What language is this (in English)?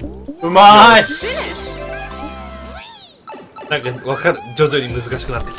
Japanese